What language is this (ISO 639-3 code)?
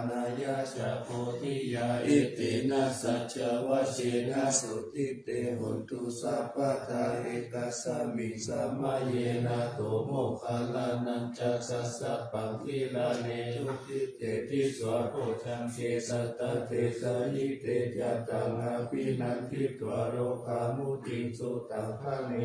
pli